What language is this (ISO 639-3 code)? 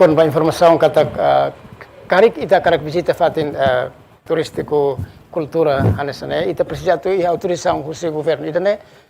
tet